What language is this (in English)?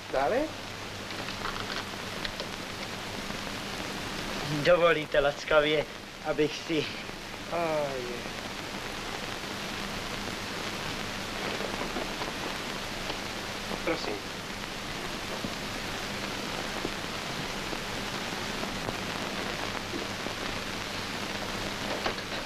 Czech